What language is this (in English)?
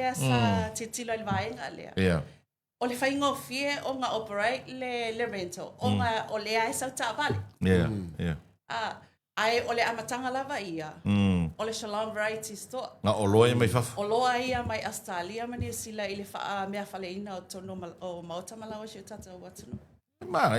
Samoan